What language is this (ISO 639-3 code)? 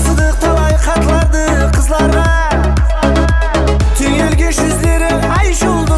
kaa